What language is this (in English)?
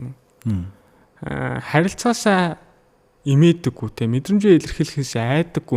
Mongolian